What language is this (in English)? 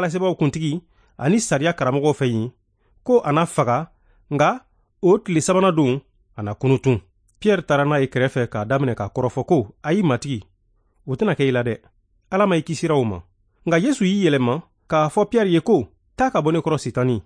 Bambara